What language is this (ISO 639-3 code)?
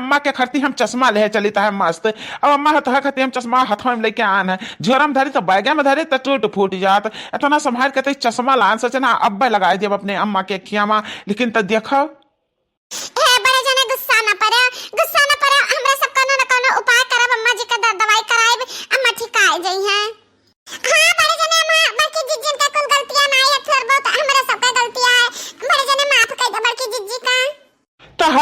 awa